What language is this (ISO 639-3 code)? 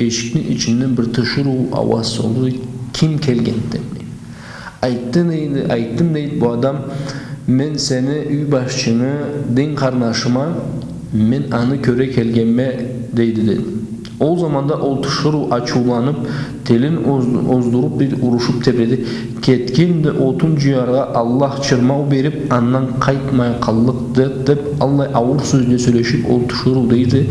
krc